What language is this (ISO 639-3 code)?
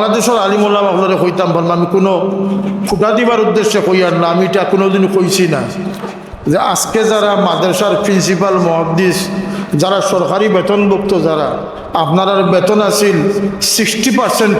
syl